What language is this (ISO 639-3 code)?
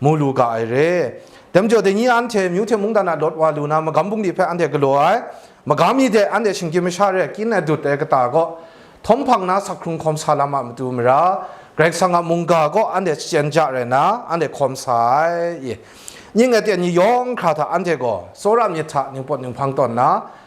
kac